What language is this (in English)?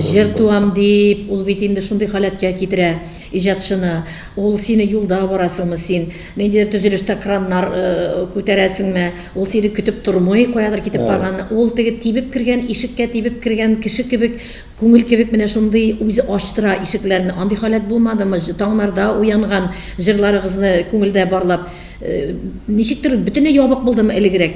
Tatar